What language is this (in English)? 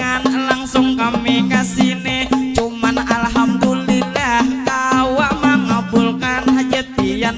Banjar